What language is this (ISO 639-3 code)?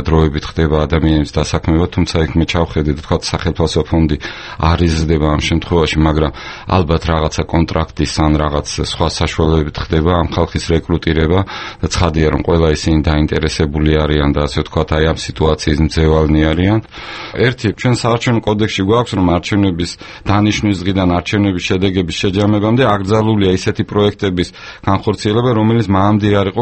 kat